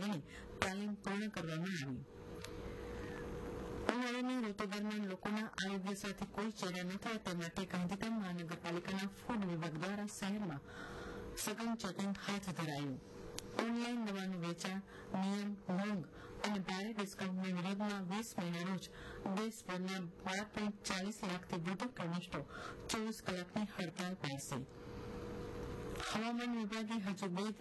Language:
Gujarati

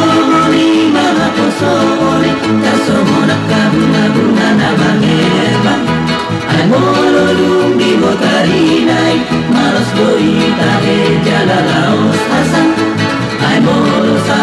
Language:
Batak Toba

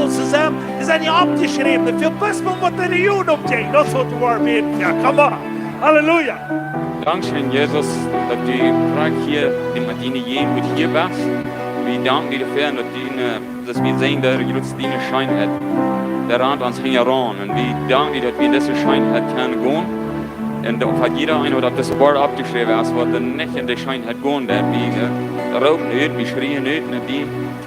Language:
Plautdietsch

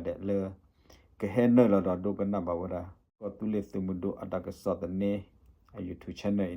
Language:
S'gaw Karen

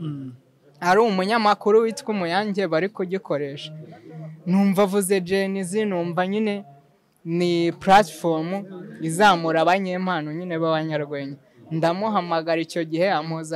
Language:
Kinyarwanda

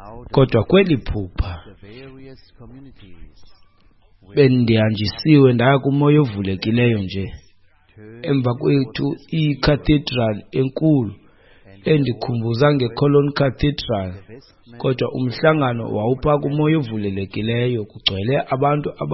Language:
Xhosa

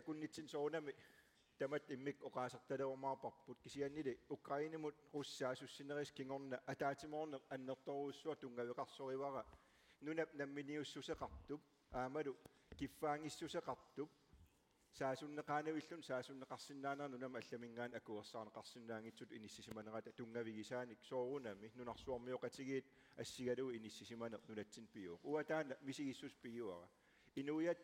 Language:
Kalaallisut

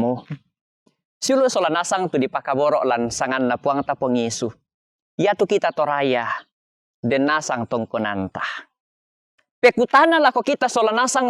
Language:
Toraja-Sa'dan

